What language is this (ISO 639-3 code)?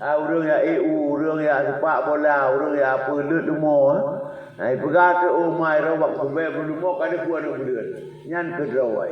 ace